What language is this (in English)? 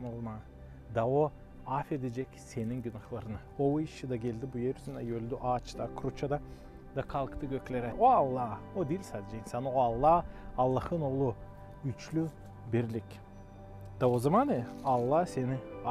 Gagauz